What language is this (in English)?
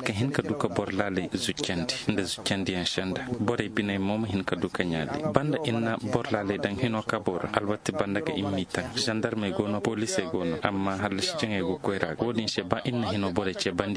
Zarma